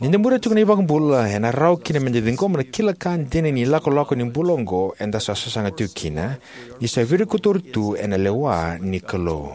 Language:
Fijian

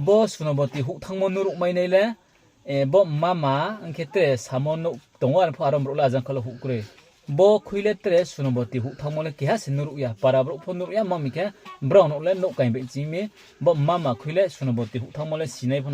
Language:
Riang (India)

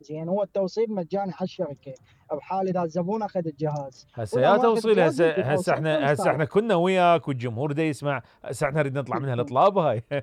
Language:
Mesopotamian Arabic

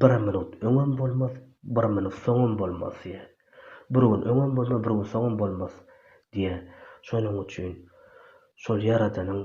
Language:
Turkmen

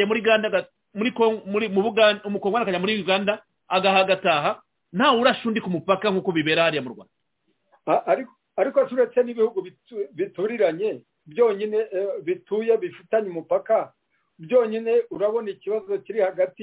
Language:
Kinyarwanda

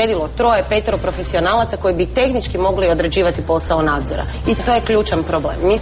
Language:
Croatian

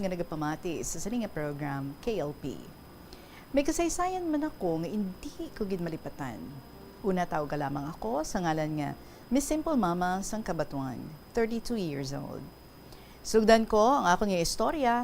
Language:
Hiligaynon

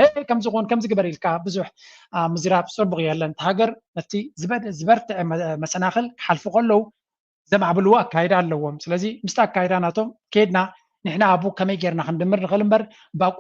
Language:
Tigrinya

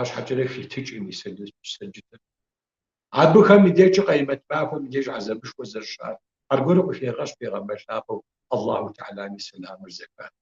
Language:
Kabardian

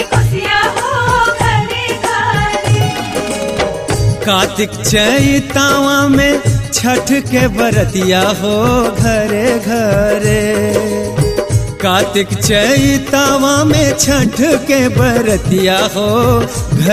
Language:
Bhojpuri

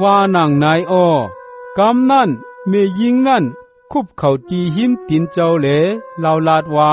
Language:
Shan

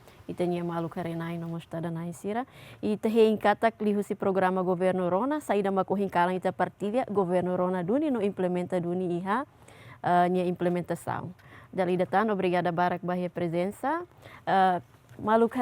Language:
Tetum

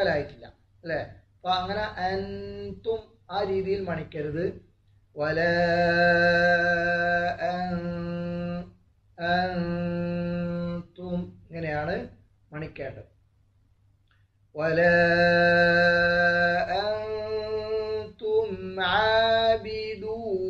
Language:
Malayalam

